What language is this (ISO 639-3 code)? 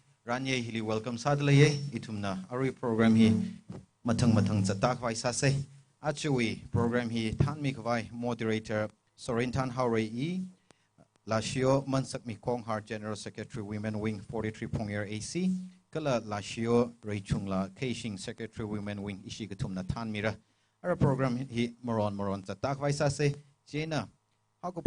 nmf